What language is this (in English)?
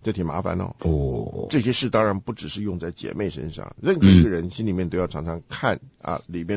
Chinese